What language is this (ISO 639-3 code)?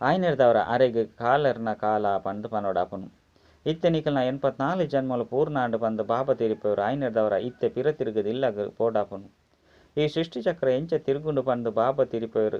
tcy